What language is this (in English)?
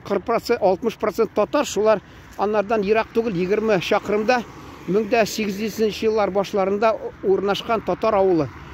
Tatar